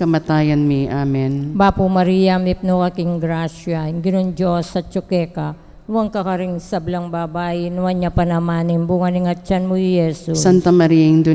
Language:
Pampanga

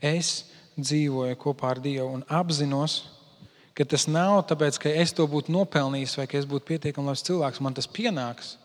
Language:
Latvian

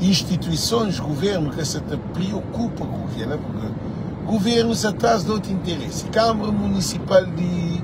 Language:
Kabuverdianu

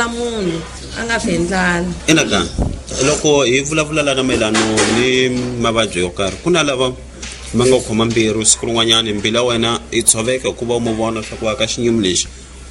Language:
Tsonga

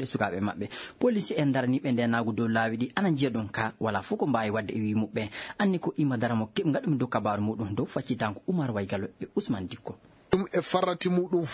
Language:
Maasina Fulfulde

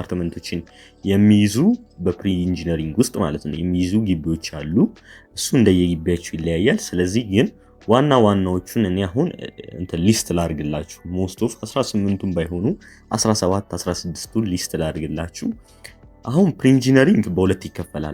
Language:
Amharic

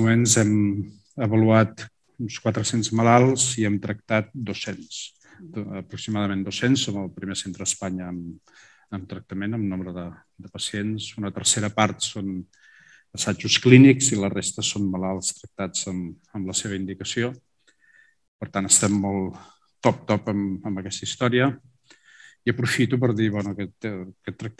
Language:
Catalan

